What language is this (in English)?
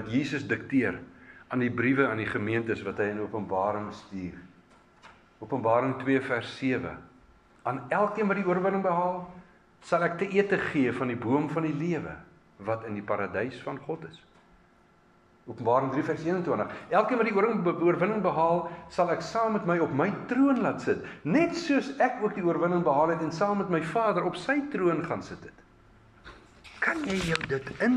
Afrikaans